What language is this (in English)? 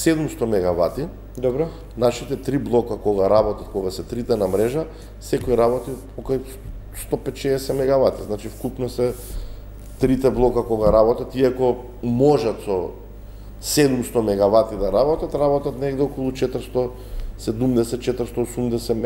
Macedonian